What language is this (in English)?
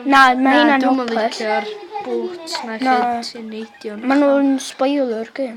Welsh